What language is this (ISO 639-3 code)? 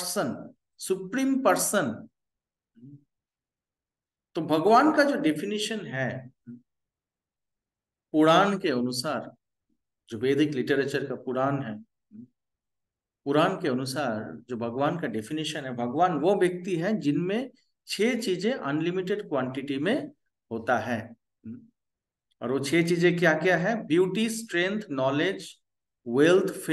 hin